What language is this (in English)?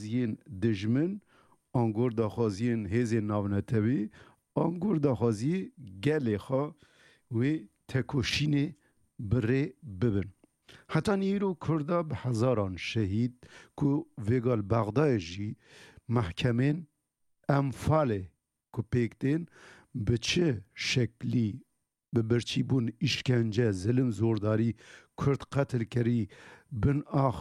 Kurdish